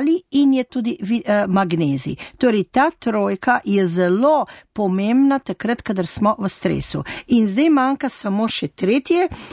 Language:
Slovenian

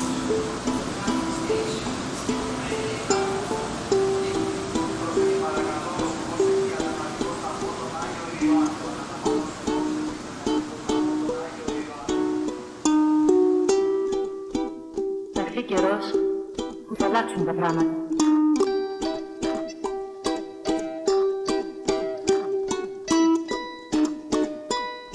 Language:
Greek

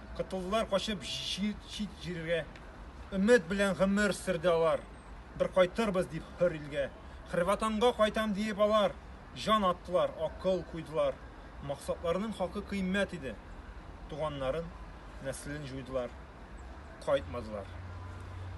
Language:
Tatar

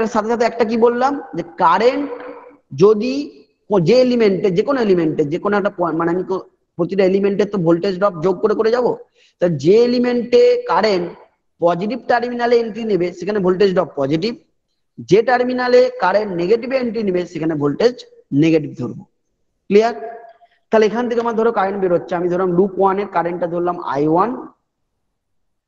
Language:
Bangla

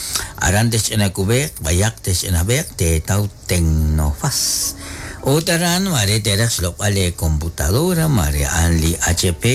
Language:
Kekchí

